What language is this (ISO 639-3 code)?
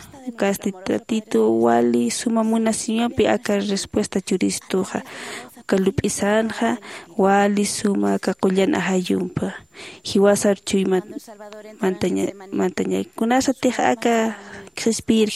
aym